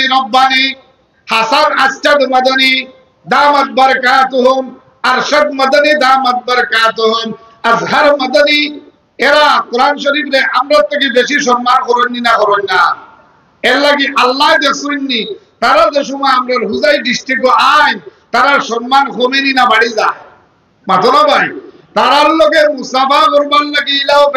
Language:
Sylheti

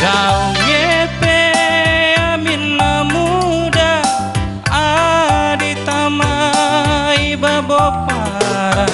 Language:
Batak Karo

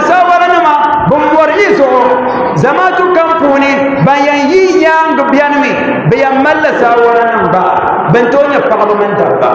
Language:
Dagbani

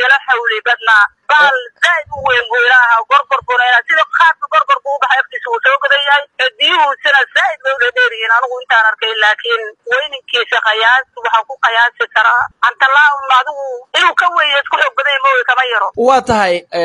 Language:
Somali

